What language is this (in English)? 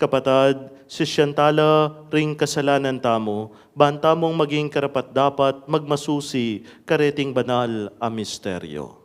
Pampanga